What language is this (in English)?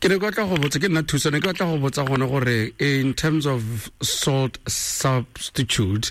Tswana